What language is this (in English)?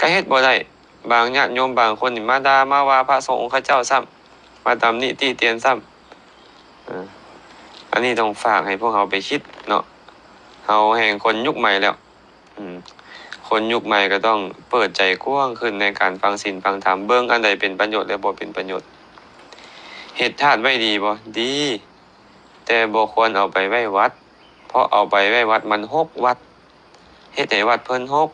Lao